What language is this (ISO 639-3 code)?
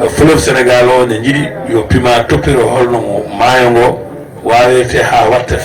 ful